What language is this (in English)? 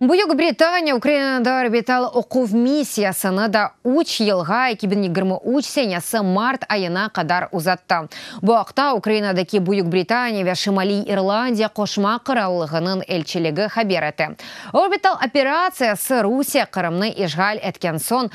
Crimean Tatar